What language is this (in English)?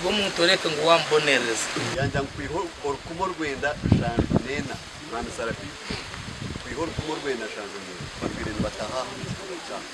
Nyankole